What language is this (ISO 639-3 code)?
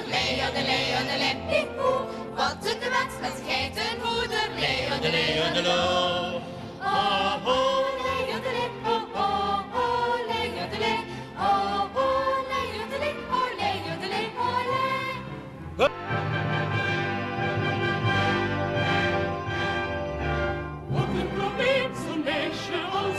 nld